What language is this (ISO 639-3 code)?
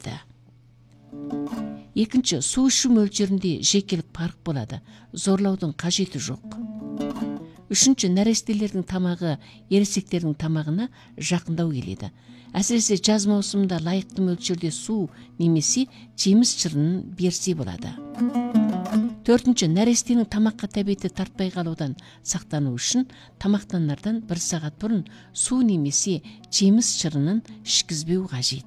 kaz